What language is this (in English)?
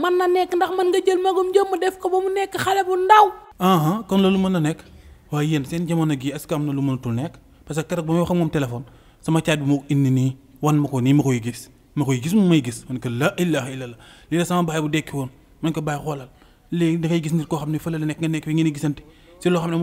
Wolof